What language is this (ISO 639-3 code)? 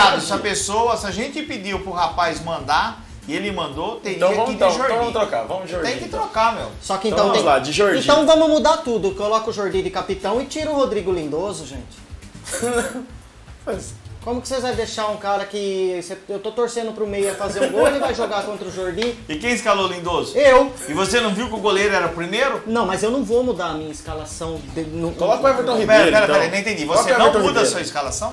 por